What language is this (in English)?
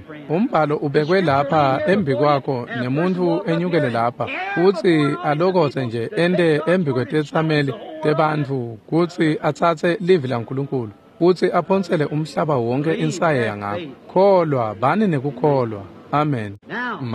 Swati